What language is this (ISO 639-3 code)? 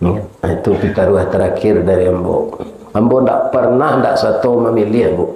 min